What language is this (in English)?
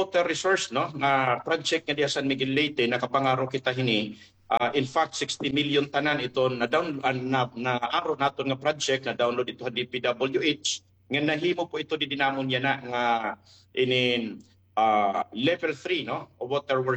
Waray